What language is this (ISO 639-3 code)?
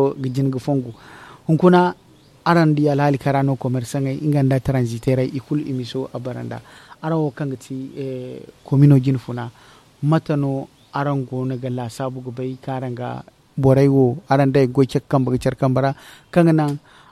dje